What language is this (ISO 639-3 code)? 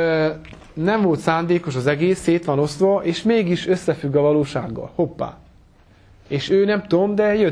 hun